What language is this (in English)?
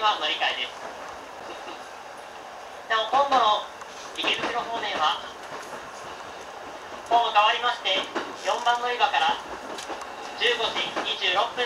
Japanese